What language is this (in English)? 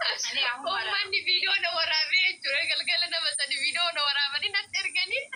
Oromo